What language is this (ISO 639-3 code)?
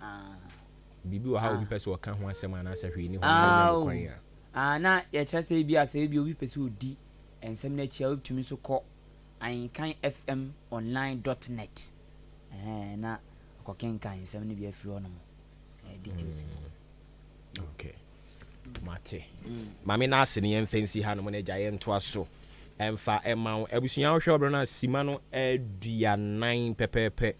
aka